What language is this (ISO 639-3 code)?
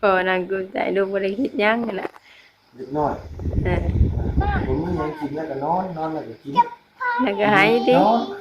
tts